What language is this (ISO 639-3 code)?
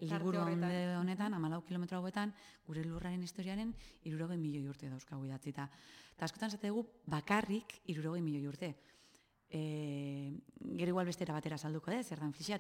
eus